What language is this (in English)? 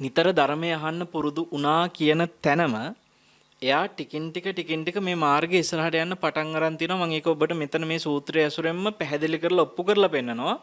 Sinhala